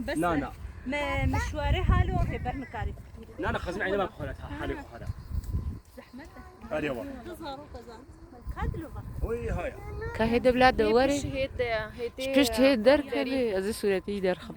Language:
Kurdish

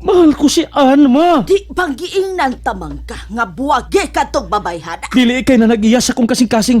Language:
Cebuano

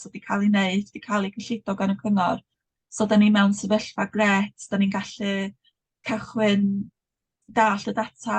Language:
Welsh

